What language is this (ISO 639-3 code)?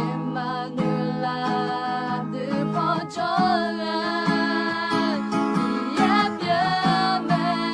ahk